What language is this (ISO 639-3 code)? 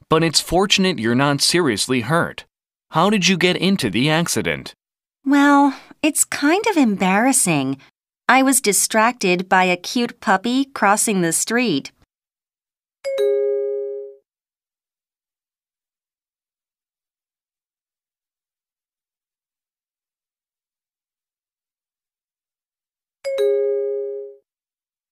eng